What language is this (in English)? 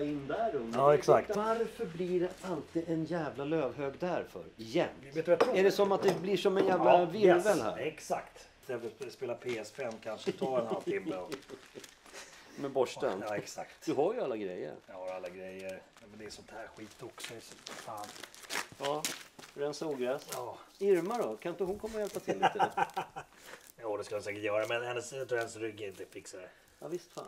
Swedish